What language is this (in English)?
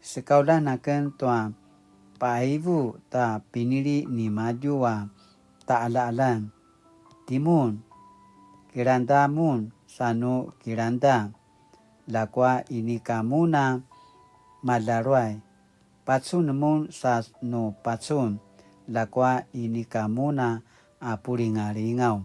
Paiwan